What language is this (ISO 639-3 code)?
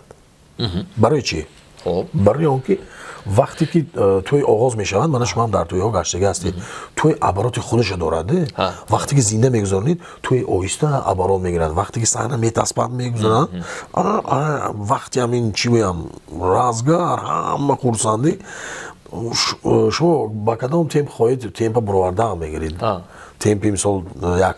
tgk